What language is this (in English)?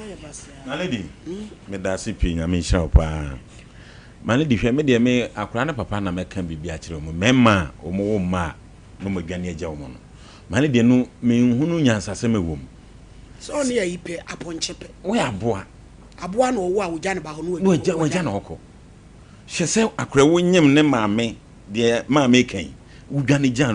Akan